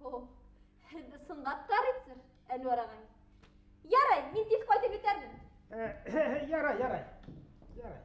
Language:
Bashkir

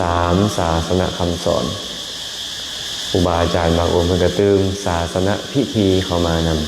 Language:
Lao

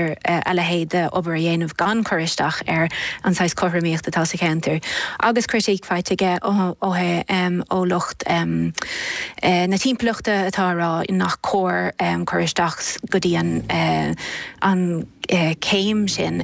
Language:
Irish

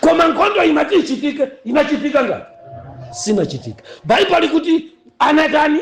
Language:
Nyanja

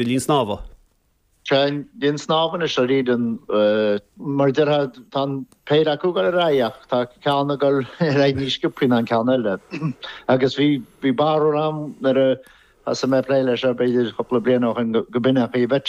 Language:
Irish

